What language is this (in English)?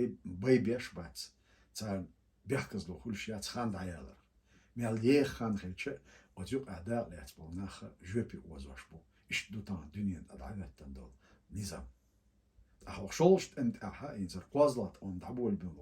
Chechen